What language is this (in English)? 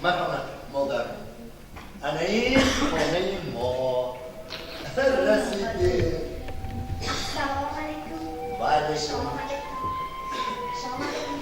Tajik